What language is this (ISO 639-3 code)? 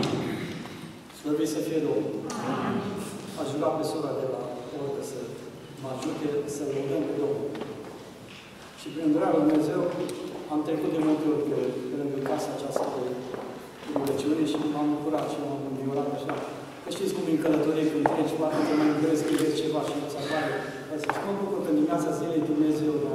ron